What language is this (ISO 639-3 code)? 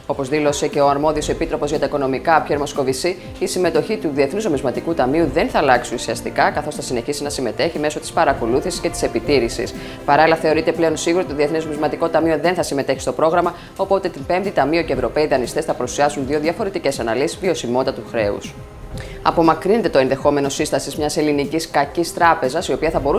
ell